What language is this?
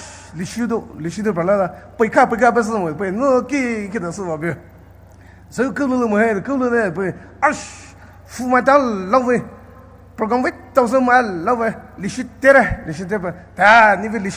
Poumei Naga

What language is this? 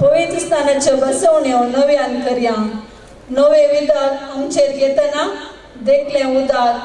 Konkani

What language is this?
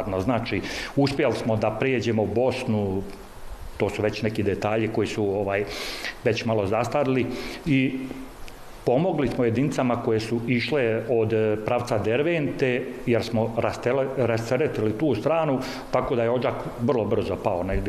Bosnian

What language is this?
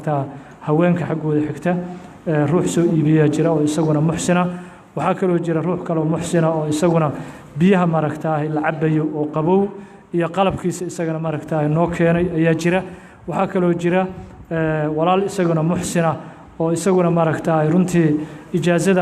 Somali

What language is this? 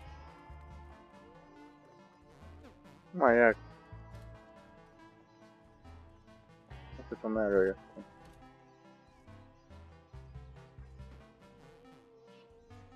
Hungarian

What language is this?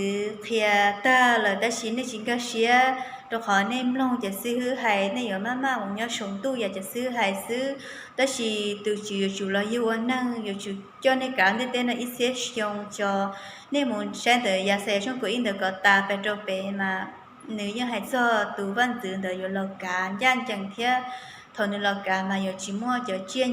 Hmong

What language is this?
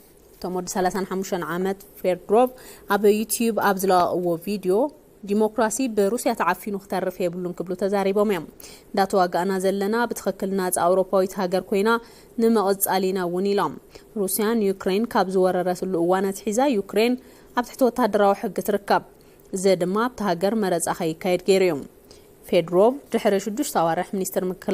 Tigrinya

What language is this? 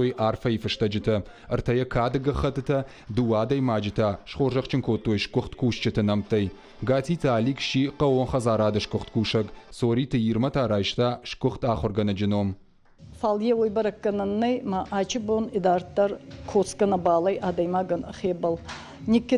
Ossetic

